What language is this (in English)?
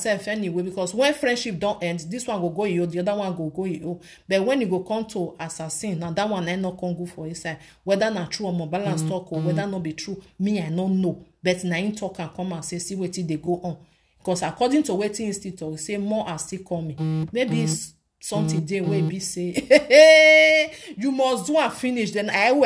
Nigerian Pidgin